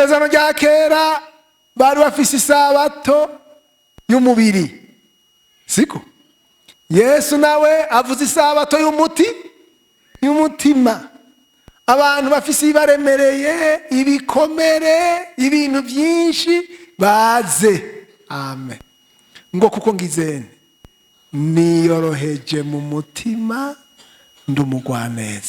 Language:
Rundi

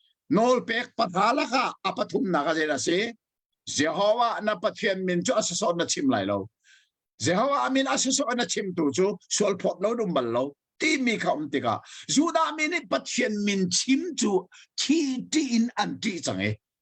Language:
Hakha Chin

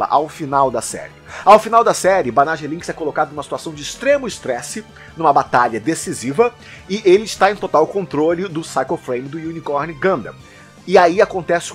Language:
Portuguese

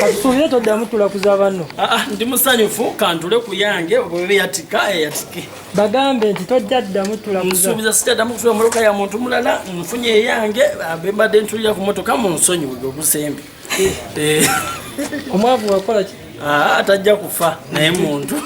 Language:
Ganda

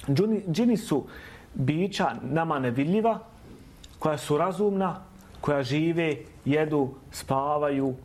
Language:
Bosnian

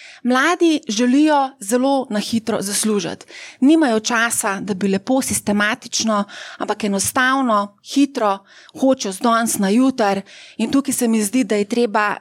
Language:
Slovenian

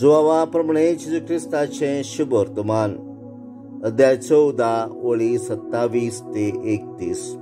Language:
Konkani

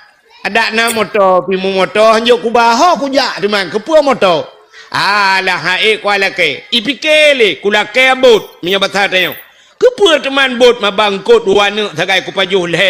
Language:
Achinese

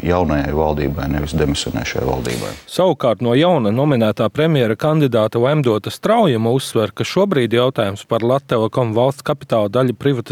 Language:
Latvian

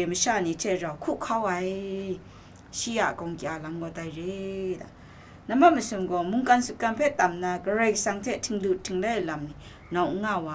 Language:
Kachin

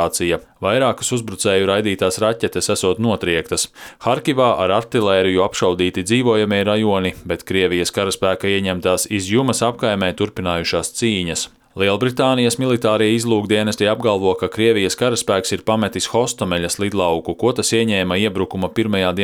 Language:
Latvian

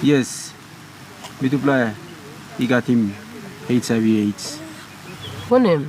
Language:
Tok Pisin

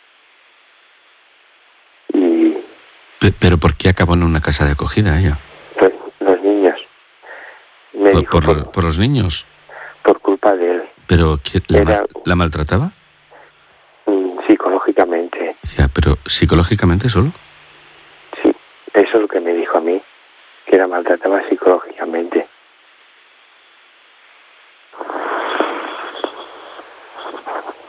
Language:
Spanish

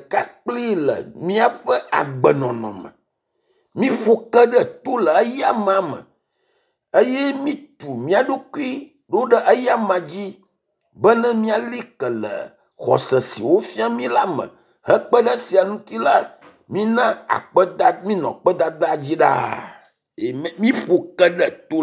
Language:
Ewe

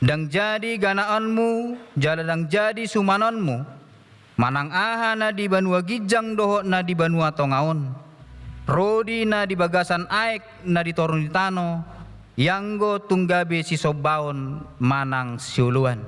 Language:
Batak Toba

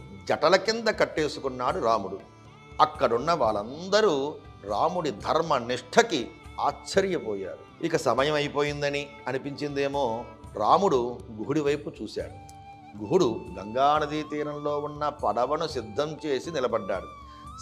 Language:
Telugu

